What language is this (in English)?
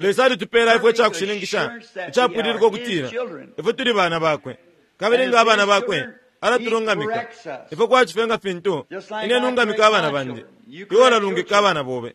Bemba